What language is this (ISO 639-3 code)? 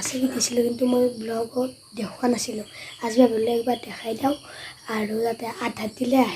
asm